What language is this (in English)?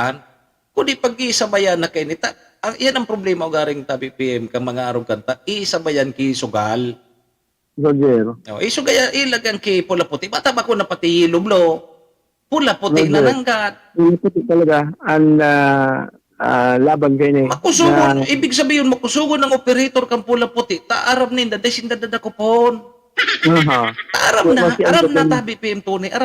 Bikol